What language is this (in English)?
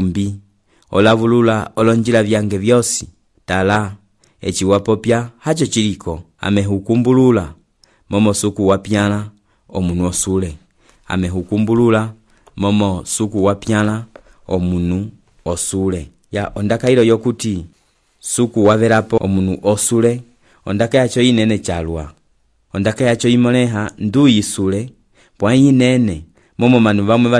Umbundu